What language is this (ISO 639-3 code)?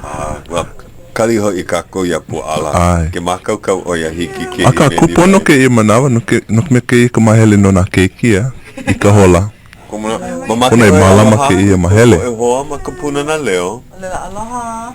haw